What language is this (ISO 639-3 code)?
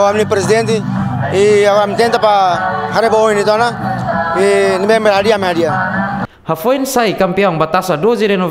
tet